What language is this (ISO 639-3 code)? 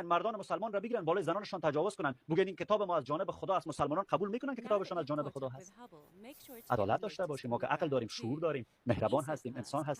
fas